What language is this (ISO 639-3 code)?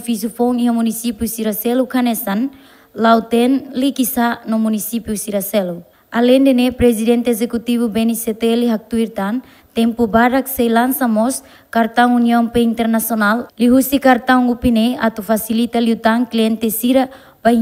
tet